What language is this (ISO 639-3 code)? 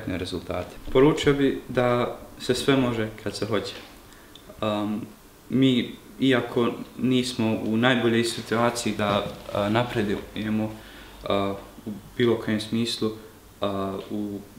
bos